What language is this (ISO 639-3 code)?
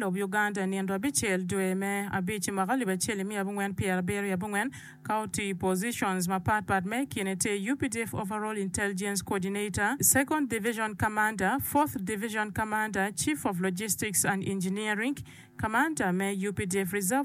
ach